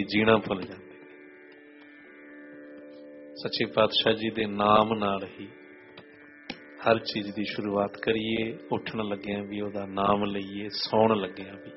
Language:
Punjabi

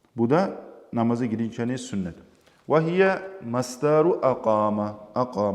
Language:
Kumyk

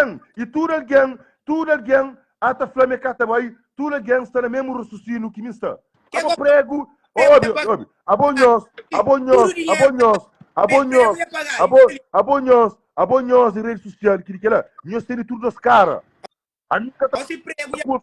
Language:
Kabuverdianu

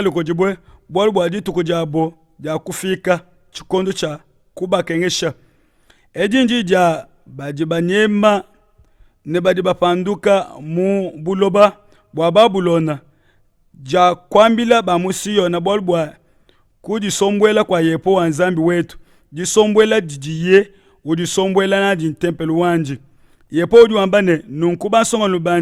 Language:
Luba-Lulua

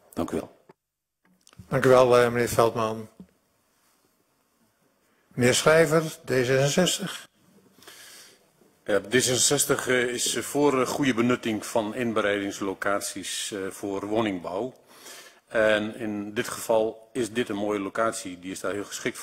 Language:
Dutch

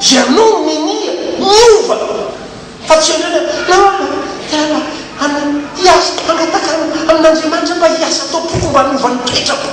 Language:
Malagasy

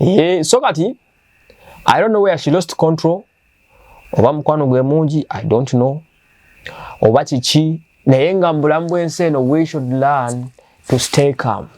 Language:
Ganda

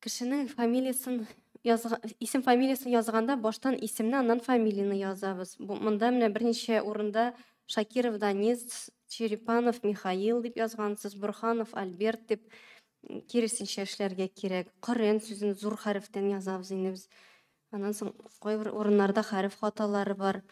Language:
Tatar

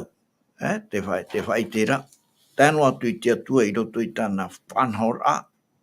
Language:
Tahitian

